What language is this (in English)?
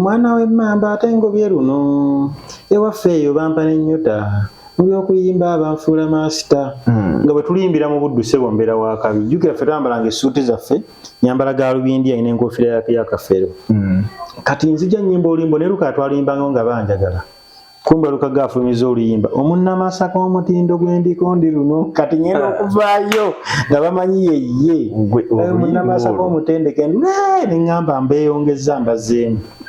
Ganda